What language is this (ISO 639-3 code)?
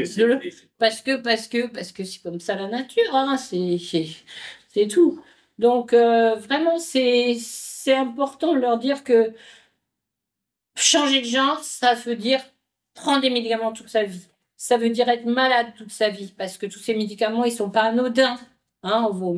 fra